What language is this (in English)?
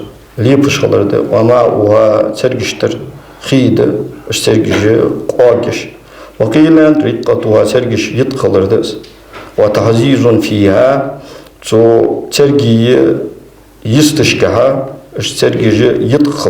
Ingush